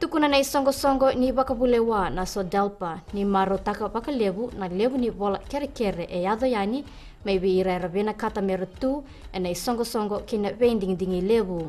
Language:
Fijian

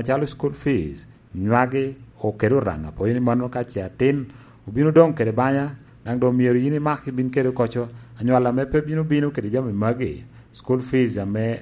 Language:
Lango (Uganda)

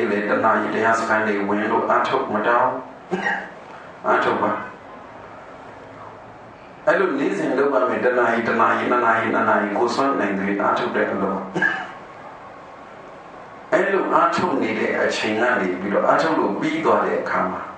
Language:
Burmese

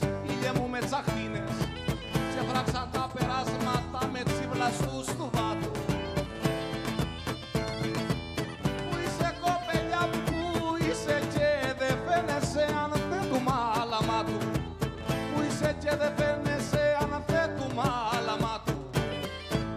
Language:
Greek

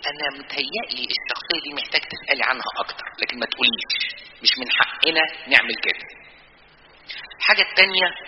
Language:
Egyptian Arabic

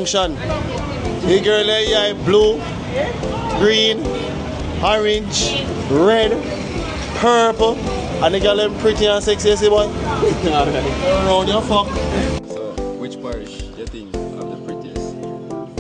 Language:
Jamaican Creole English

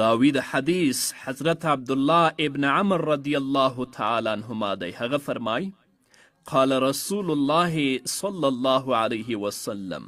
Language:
Pashto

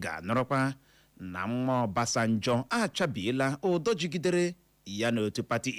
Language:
Igbo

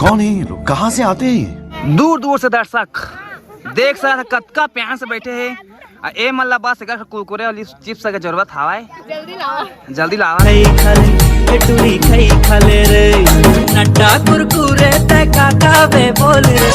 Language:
Chhattisgarhi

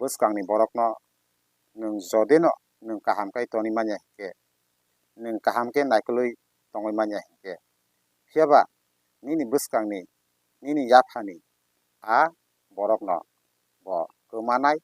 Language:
Kok Borok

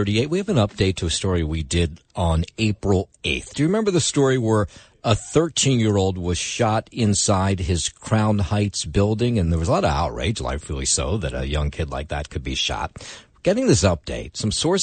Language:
English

